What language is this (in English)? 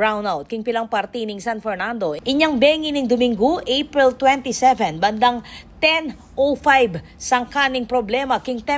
Pampanga